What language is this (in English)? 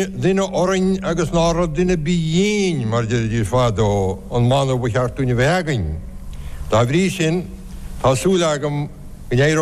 Irish